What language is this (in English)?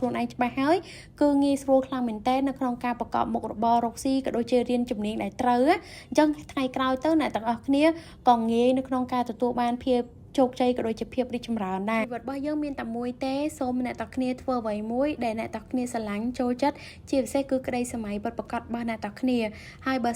Khmer